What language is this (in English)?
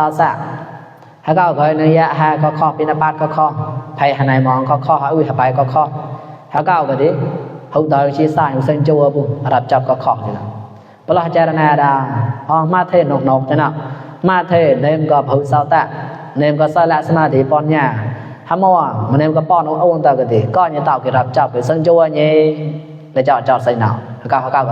Mon